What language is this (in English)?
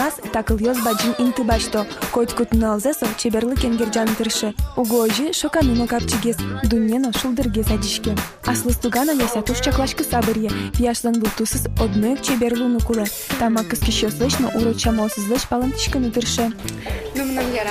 Udmurt